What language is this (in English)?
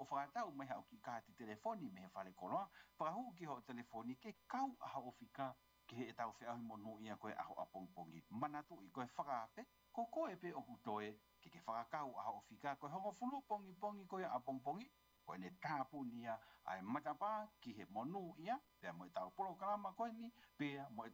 Tongan